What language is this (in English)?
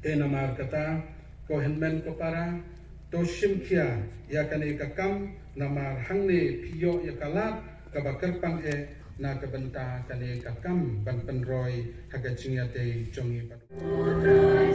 Khasi